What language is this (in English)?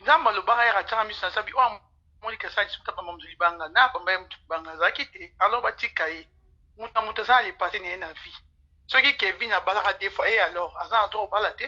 Lingala